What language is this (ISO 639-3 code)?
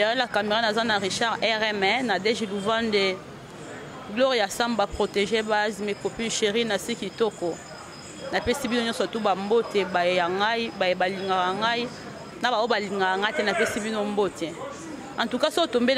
lin